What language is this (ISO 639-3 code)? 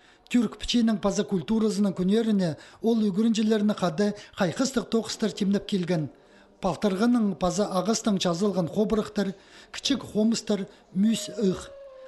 kjh